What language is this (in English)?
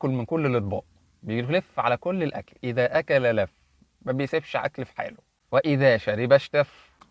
Egyptian Arabic